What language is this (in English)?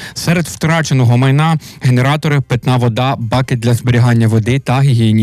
Ukrainian